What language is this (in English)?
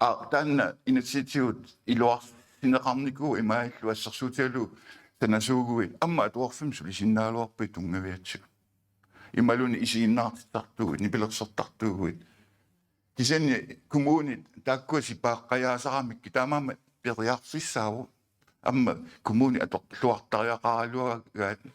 Kalaallisut